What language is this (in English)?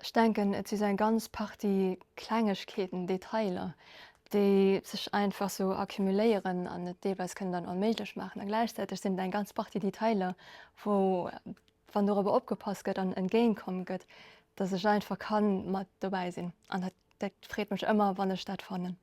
Luxembourgish